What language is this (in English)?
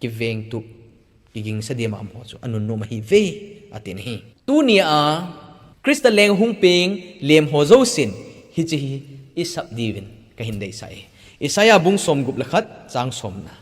Thado Chin